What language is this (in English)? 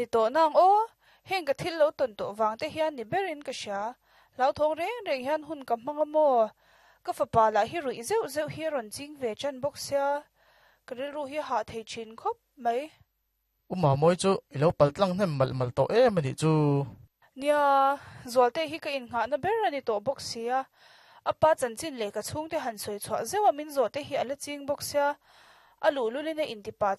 Mizo